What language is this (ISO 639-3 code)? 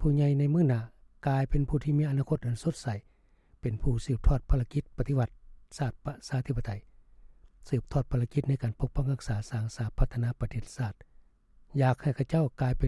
lao